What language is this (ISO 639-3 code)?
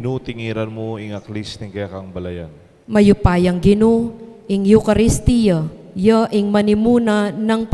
pam